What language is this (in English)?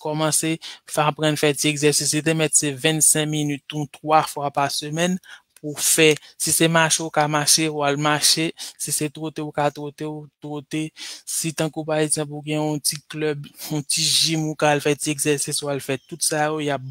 Haitian Creole